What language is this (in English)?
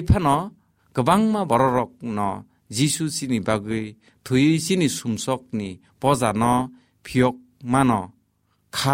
Kok Borok